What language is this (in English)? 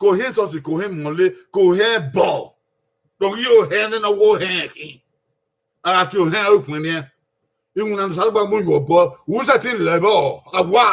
Bini